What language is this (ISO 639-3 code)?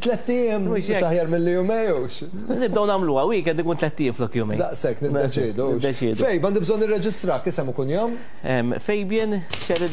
mlt